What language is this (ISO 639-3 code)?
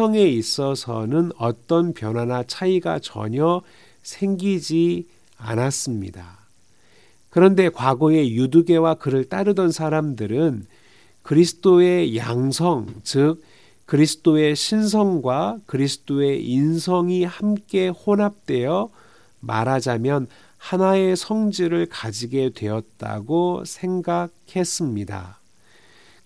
kor